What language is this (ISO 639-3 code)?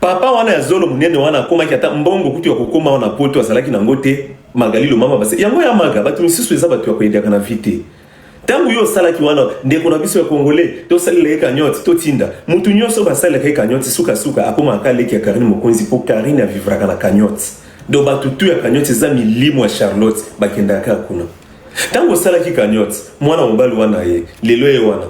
lin